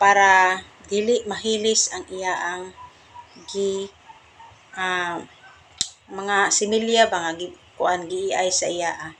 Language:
Cebuano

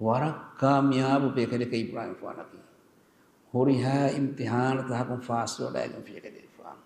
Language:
Divehi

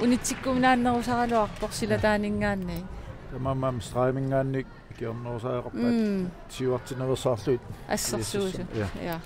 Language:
Kalaallisut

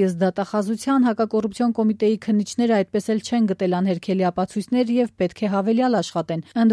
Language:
Armenian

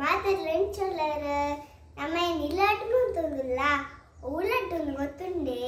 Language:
Tulu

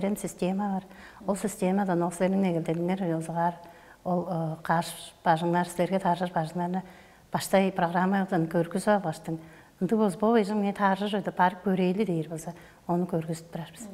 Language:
Tuvinian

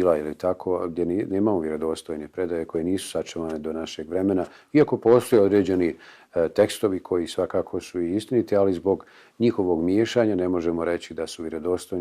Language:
Bosnian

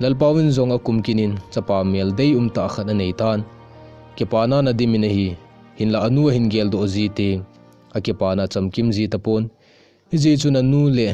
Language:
Thado Chin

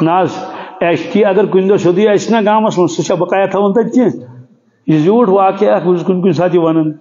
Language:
Kashmiri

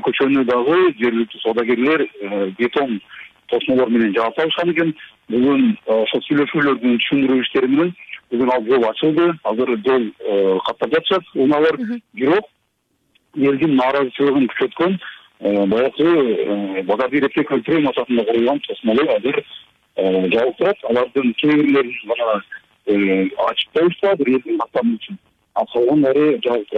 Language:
Kyrgyz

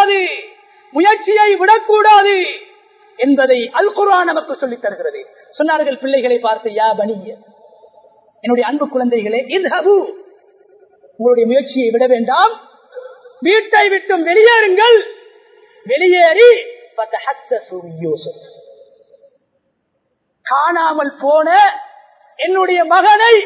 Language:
Tamil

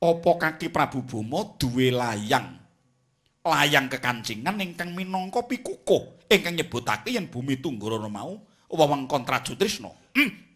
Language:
Javanese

